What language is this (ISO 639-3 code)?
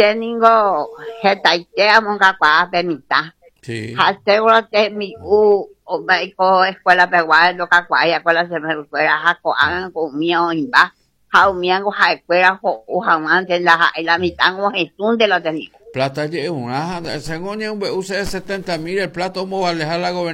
grn